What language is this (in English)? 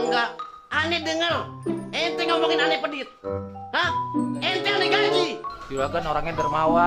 Betawi